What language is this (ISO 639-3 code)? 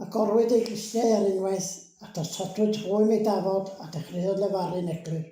cym